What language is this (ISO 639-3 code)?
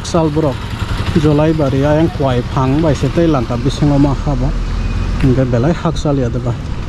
trp